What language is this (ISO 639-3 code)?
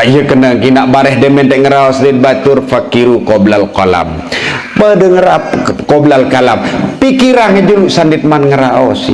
sas